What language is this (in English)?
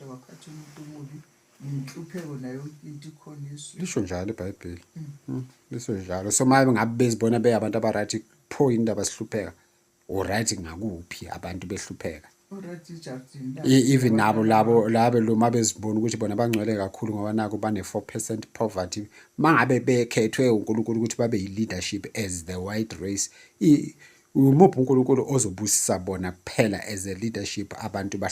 Zulu